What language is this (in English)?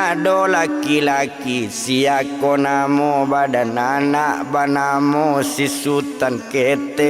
Minangkabau